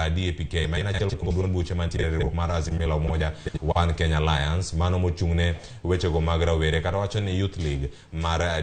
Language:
Luo (Kenya and Tanzania)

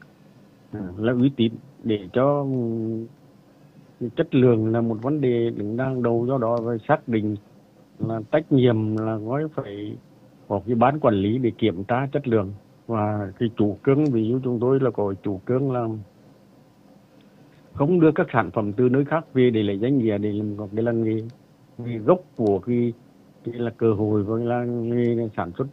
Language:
Vietnamese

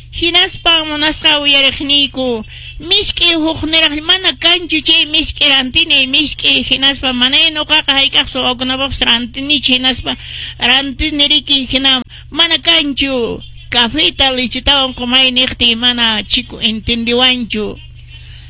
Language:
Quechua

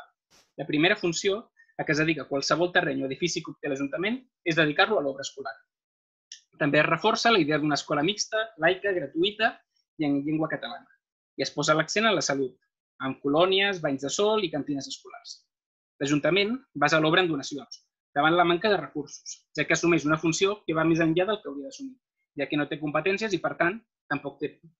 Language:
Catalan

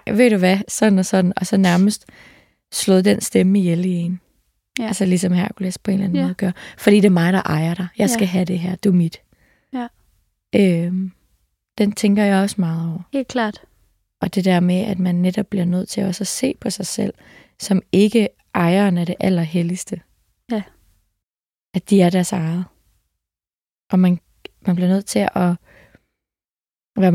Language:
Danish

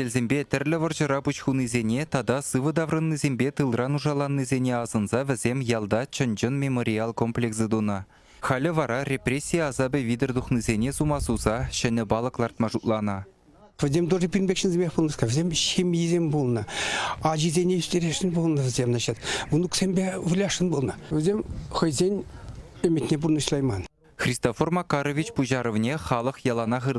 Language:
Chuvash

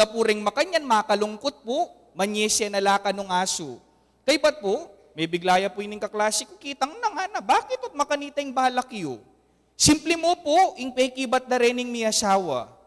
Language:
Pampanga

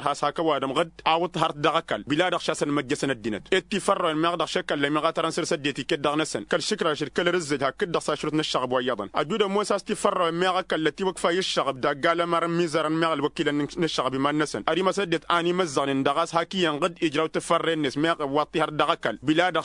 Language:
Tamasheq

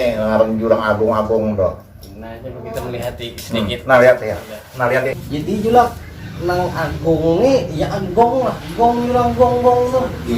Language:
Banjar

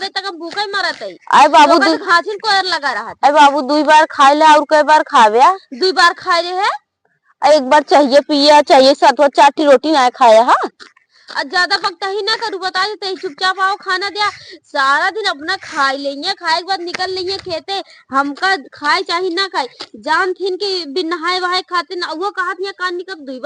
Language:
Awadhi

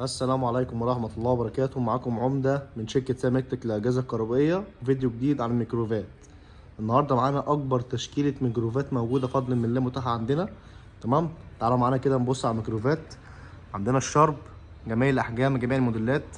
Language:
Egyptian Arabic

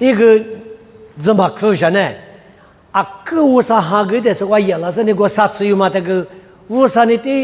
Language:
Lisu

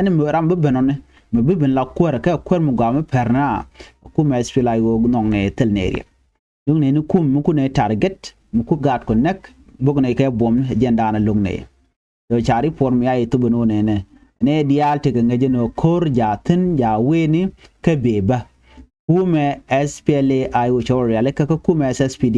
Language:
Nuer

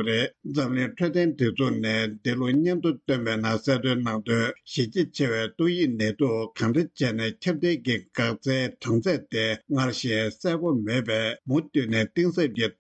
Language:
Tibetan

